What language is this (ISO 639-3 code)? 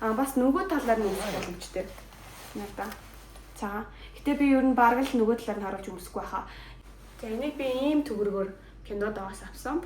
mon